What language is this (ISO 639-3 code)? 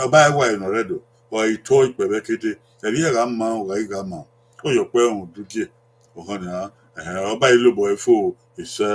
bin